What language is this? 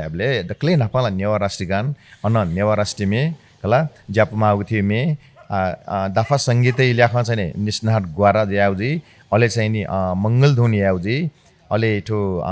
Newari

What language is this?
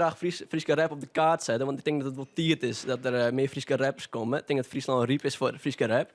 Western Frisian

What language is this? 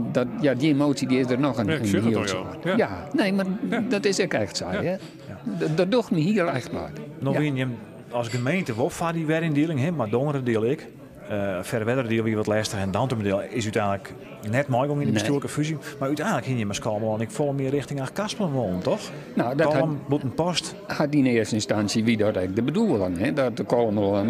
Western Frisian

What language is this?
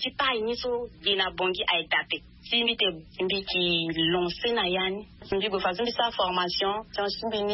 Sango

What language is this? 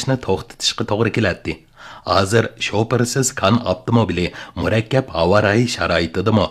Uyghur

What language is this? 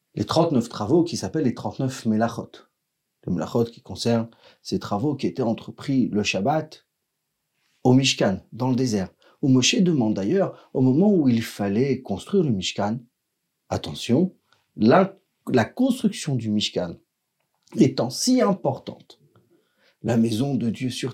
French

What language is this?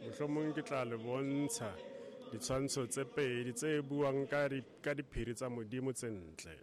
Southern Sotho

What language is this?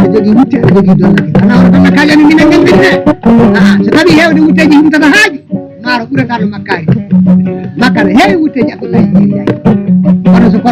Fula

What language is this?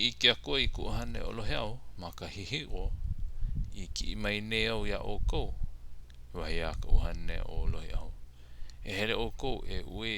Hawaiian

